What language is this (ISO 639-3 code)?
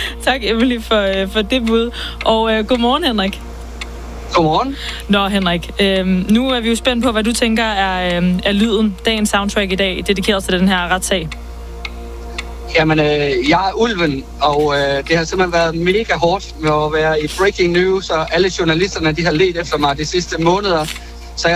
dan